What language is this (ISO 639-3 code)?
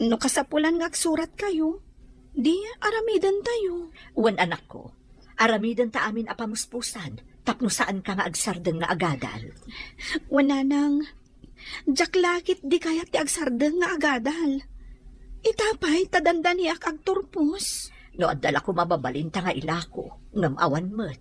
ilo